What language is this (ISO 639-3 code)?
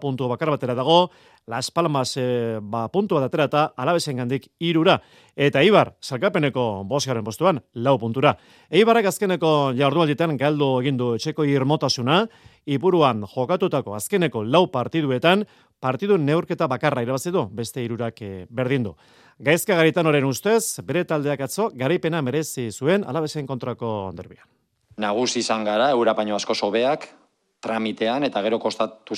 eus